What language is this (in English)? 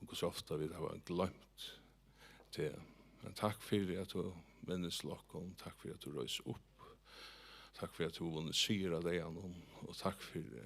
Faroese